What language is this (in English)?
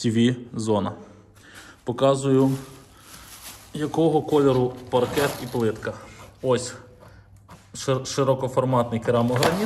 Ukrainian